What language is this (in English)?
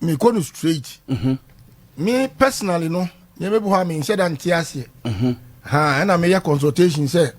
Akan